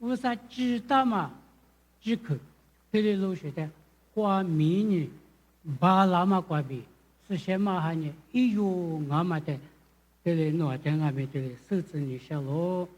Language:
Lisu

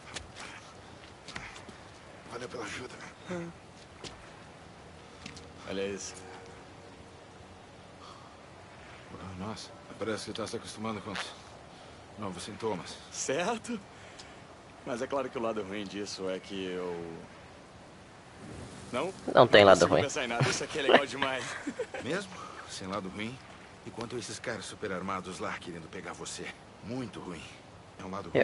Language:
Portuguese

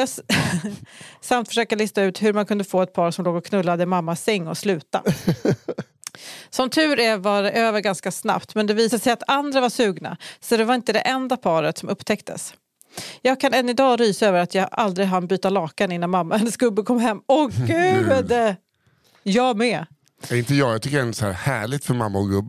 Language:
Swedish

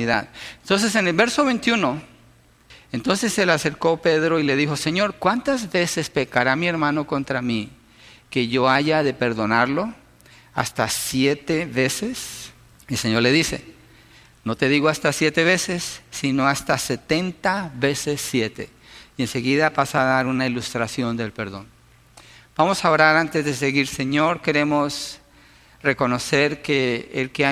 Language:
Spanish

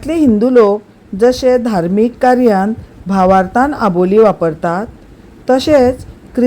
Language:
Konkani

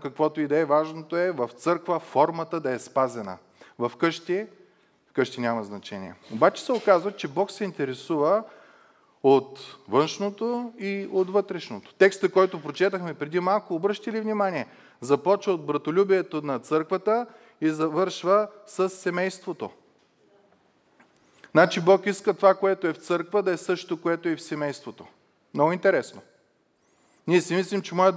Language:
Bulgarian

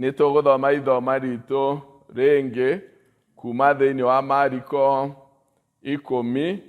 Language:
Kikuyu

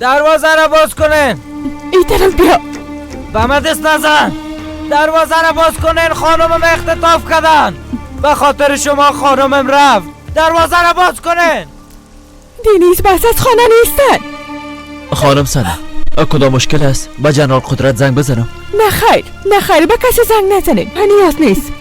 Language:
Persian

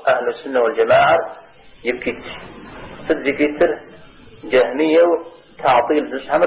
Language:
Kabardian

